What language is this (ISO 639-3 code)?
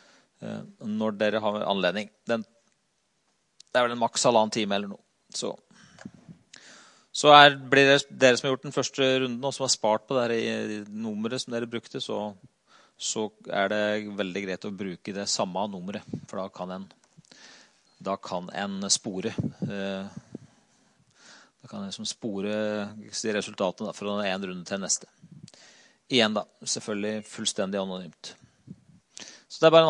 nor